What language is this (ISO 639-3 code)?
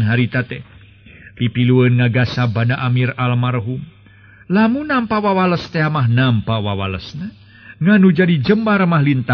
sun